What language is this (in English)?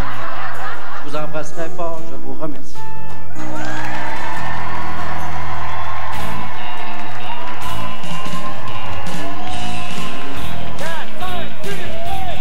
French